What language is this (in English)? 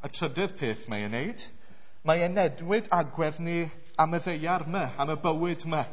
Welsh